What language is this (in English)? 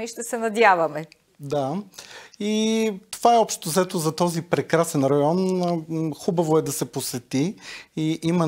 Bulgarian